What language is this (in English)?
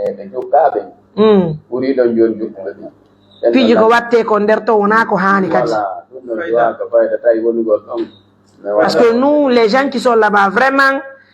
Pular